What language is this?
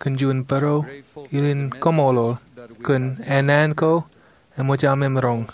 Marshallese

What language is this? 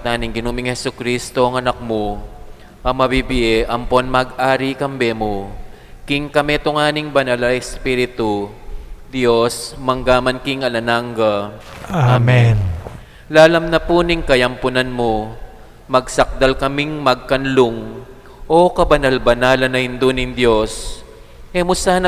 Pampanga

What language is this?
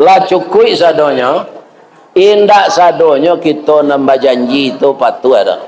Minangkabau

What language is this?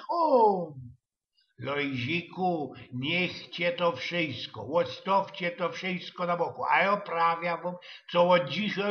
Silesian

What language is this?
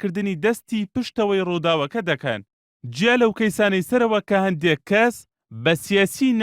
Central Kurdish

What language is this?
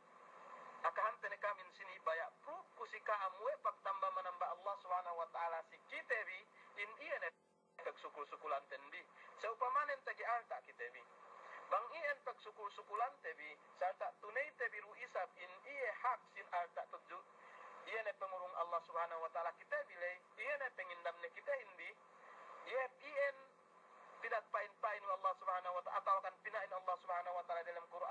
Yakan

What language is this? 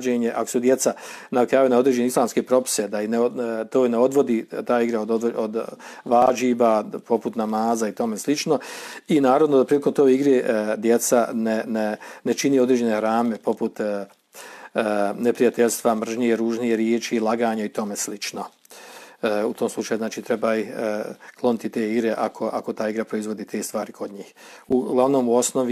Bosnian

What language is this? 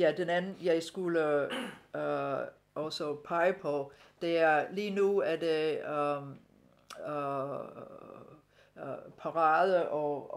Danish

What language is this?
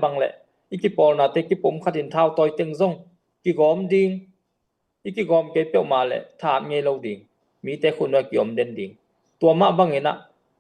Tedim Chin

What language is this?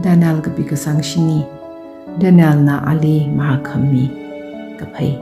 Tangkhul Naga (India)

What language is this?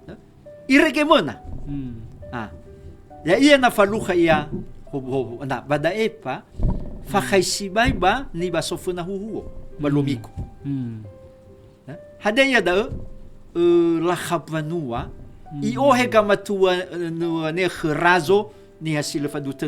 Nias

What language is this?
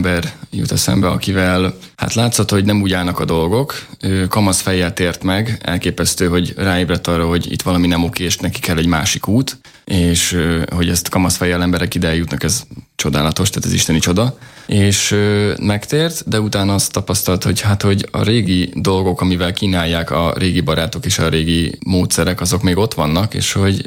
Hungarian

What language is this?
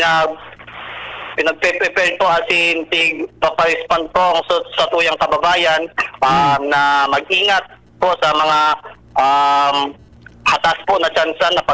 Bikol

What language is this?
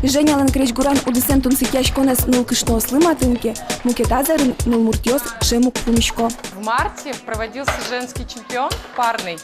Udmurt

